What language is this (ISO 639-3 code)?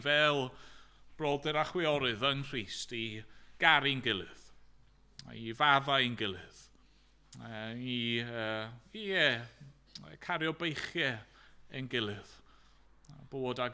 cym